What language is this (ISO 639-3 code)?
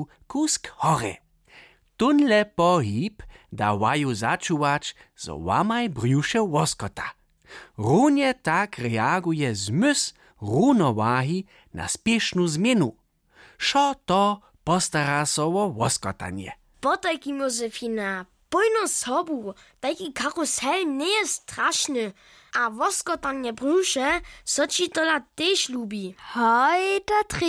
hsb